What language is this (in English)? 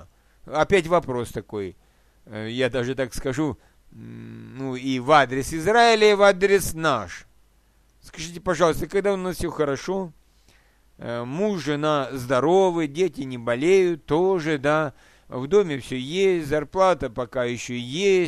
Russian